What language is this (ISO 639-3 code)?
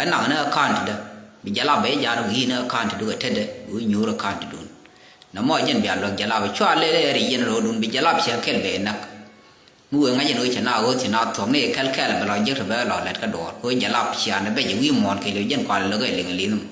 nus